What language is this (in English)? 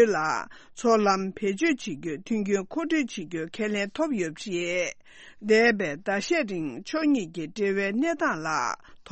Tibetan